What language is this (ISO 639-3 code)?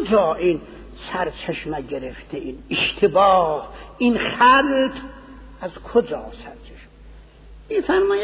fas